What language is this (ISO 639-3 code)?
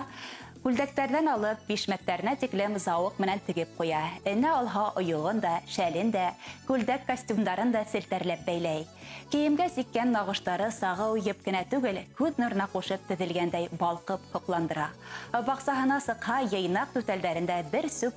bak